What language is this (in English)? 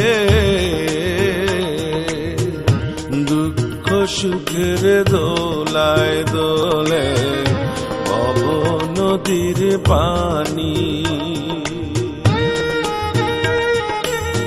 Bangla